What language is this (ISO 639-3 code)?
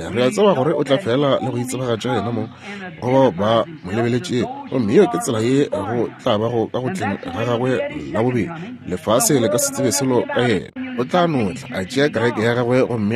nso